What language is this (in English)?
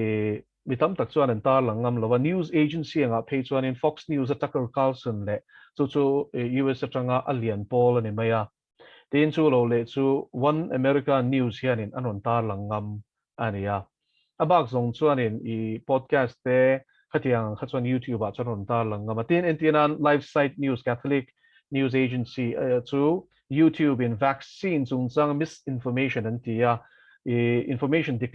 Mizo